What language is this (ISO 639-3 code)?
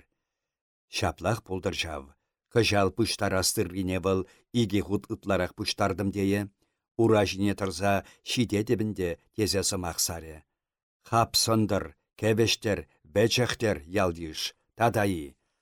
chv